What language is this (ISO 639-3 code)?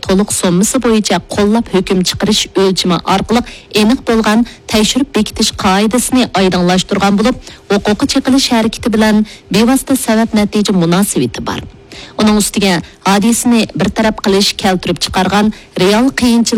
uig